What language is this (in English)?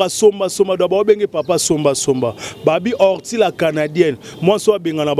Lingala